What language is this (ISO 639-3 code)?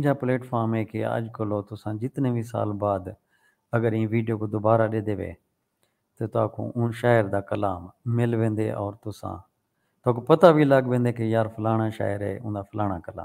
skr